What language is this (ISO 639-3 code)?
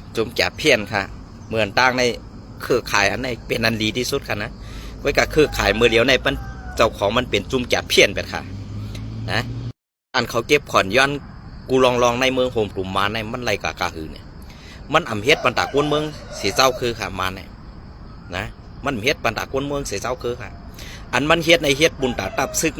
shn